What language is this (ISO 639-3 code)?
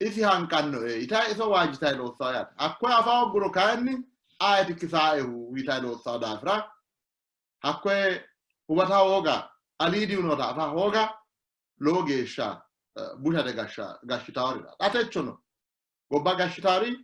sid